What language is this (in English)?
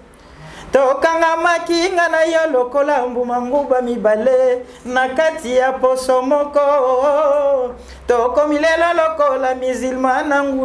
Lingala